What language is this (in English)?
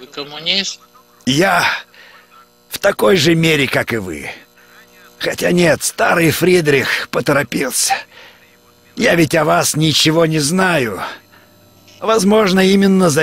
Russian